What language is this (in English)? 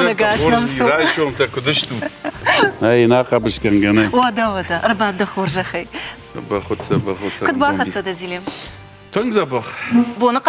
Ossetic